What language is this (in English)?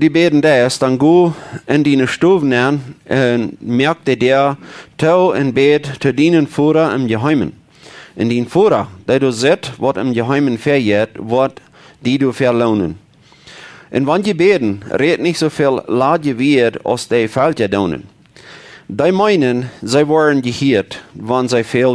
Plautdietsch